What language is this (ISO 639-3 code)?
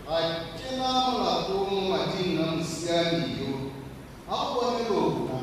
tsn